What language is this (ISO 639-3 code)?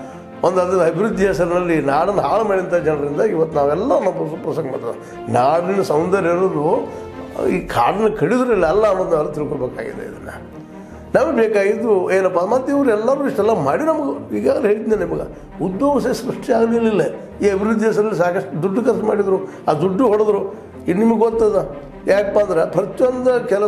kan